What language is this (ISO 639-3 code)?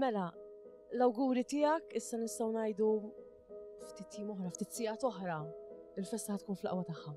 mlt